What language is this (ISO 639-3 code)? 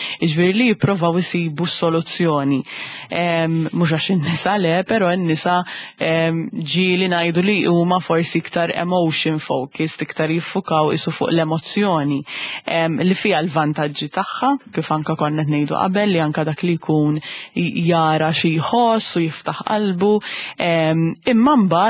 mlt